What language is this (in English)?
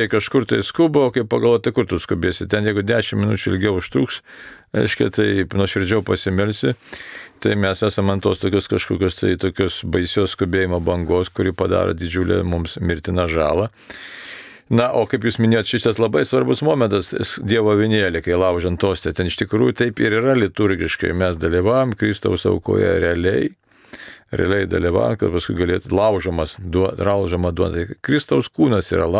Lithuanian